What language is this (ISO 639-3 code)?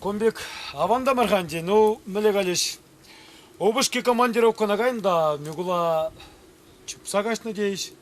chv